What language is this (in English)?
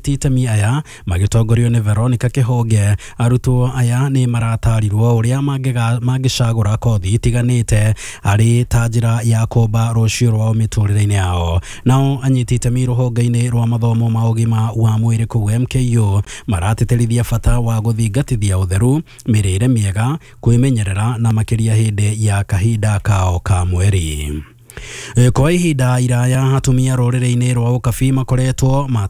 Kikuyu